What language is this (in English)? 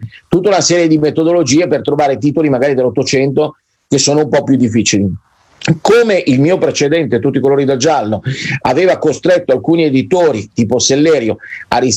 Italian